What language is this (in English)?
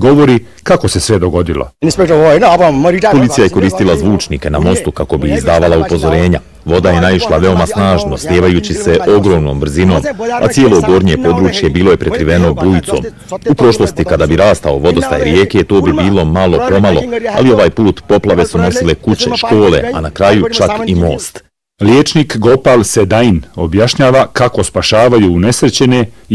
Bosnian